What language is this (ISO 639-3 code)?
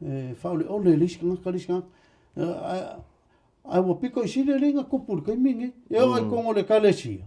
smo